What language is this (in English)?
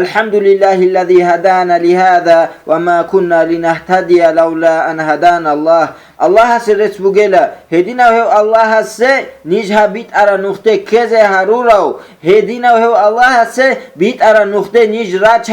Avaric